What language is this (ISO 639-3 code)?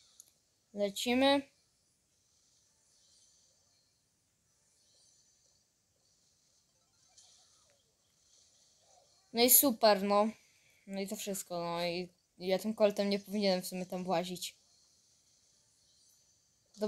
pol